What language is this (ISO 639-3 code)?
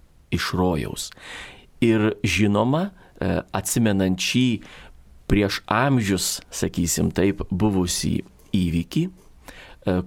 lit